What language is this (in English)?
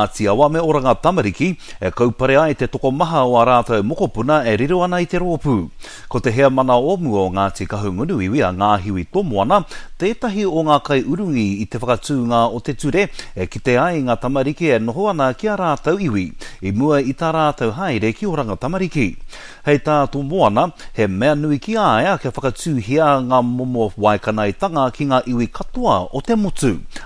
Māori